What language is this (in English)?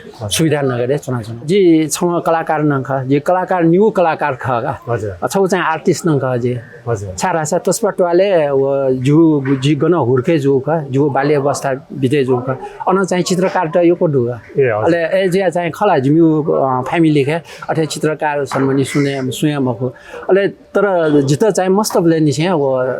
Newari